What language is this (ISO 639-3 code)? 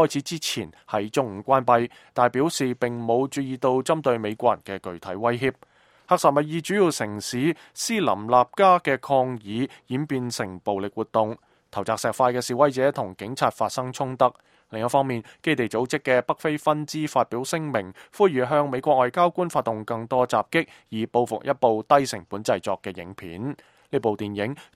yue